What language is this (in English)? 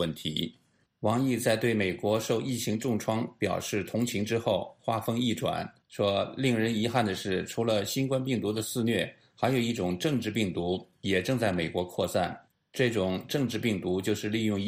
Chinese